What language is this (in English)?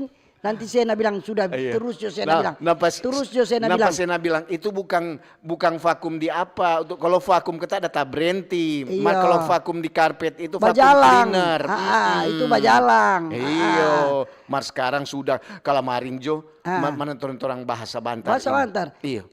Manado Malay